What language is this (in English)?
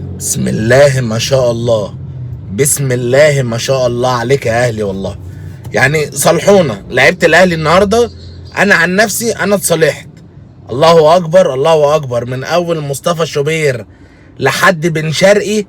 Egyptian Arabic